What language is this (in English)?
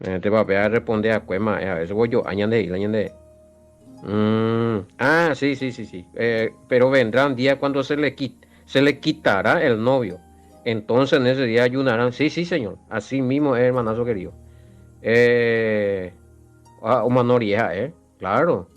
Guarani